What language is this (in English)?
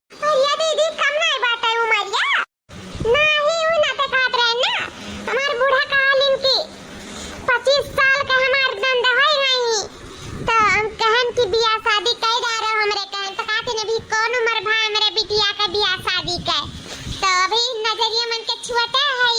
Awadhi